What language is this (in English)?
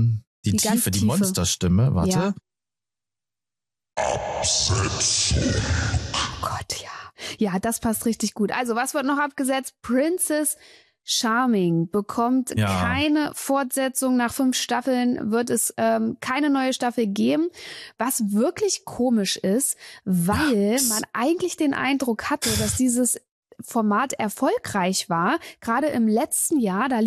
German